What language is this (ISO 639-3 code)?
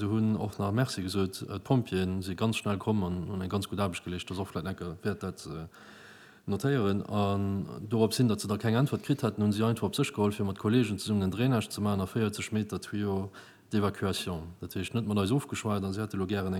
ltz